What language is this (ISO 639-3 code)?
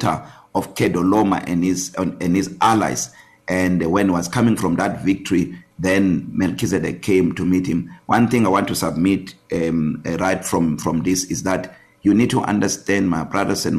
eng